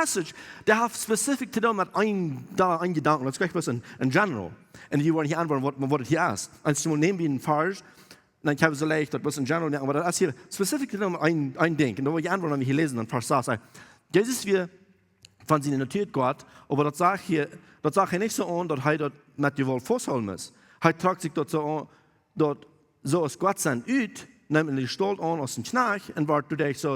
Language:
Plautdietsch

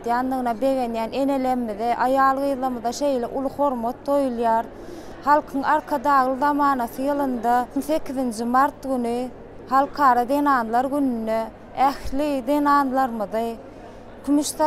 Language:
Turkmen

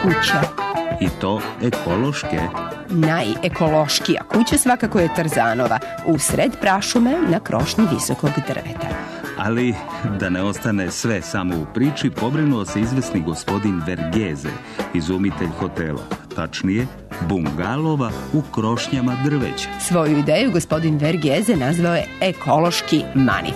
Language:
Serbian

